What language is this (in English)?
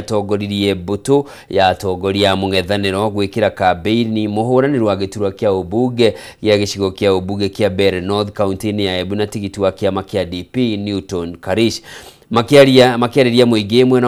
Kikuyu